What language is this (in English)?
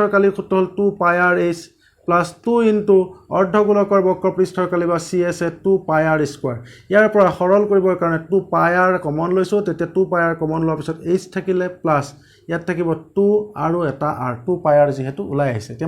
Assamese